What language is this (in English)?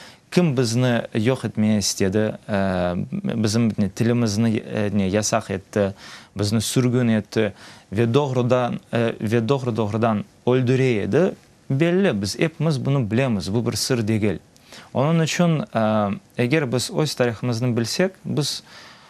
Crimean Tatar